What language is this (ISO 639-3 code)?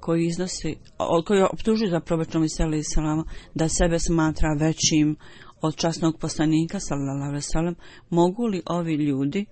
bos